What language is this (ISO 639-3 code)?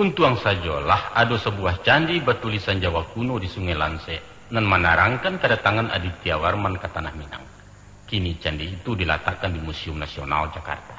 min